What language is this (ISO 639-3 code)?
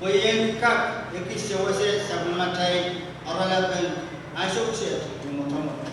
pon